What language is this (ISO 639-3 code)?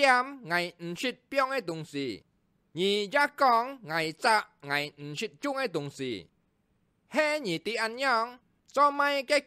hak